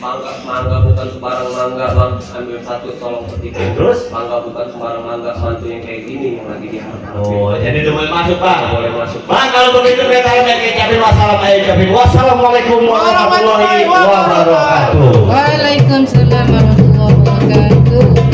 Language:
Betawi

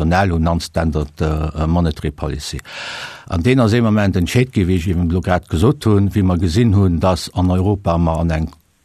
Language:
Luxembourgish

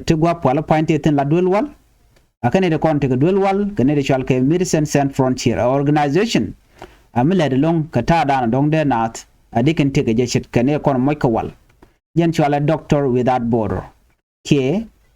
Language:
Nuer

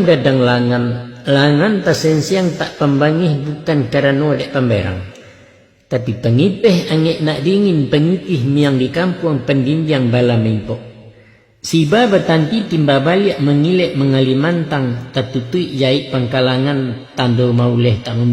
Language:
Minangkabau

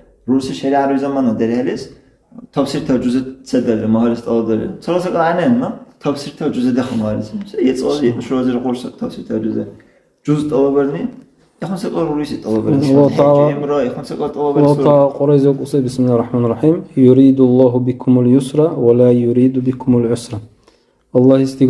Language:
Dargwa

